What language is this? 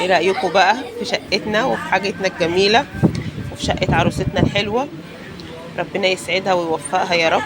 Egyptian Arabic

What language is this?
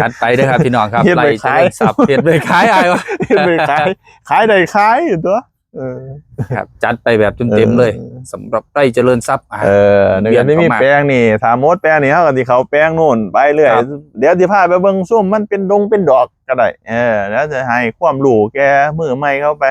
Northeastern Thai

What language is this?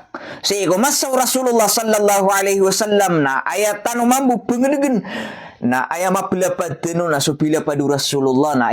Maranao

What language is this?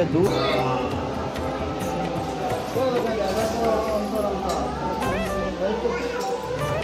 Kannada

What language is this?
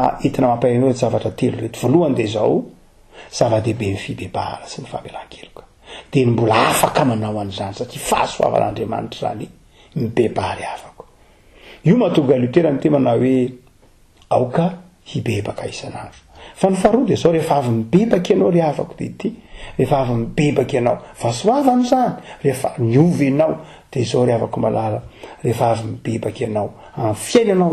Malagasy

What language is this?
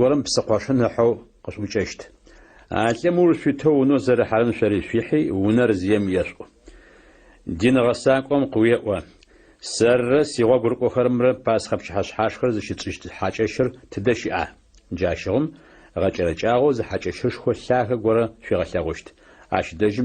Adyghe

